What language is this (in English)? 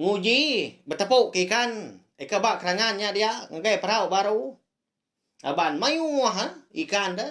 Iban